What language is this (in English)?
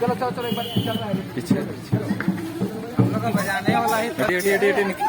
Sadri